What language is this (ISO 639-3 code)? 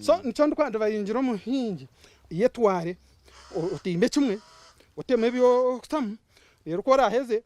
nyn